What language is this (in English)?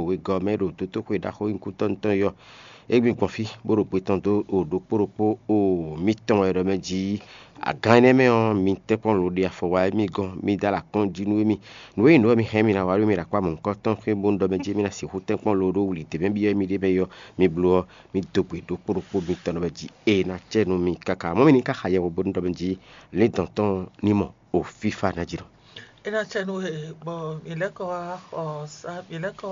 Fon